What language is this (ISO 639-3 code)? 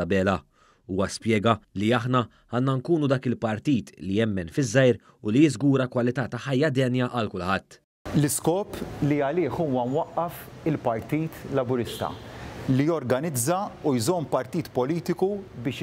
mlt